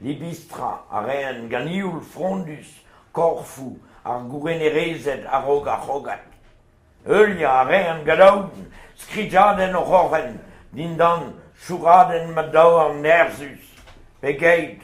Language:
Breton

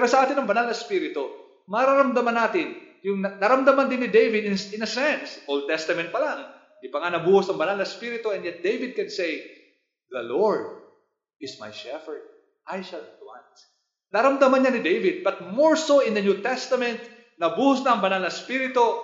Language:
Filipino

